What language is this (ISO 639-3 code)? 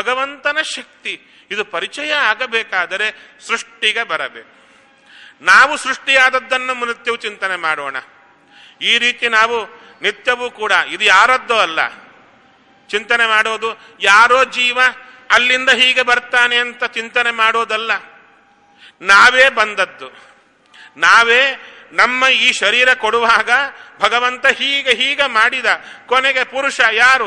kan